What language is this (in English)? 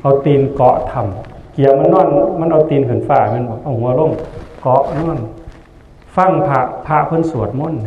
Northeastern Thai